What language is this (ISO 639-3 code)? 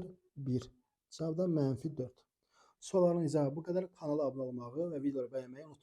aze